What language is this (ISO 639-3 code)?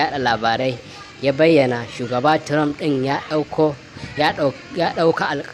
hau